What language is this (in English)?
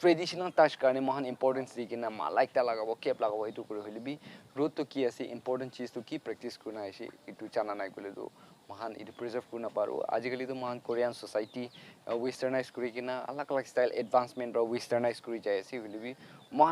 Naga Pidgin